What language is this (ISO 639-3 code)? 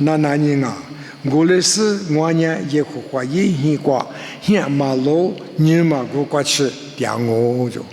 lis